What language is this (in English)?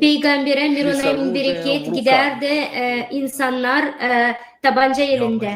Gagauz